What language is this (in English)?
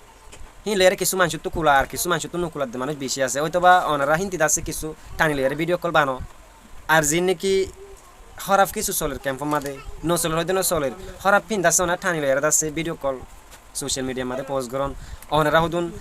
Rohingya